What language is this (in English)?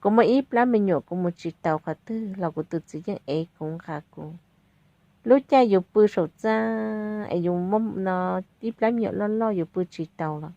Hmong